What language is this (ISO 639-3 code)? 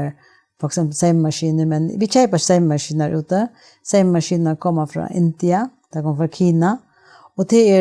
fao